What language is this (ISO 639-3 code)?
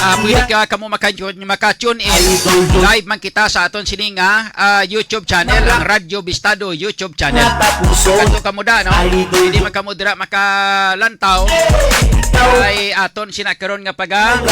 hil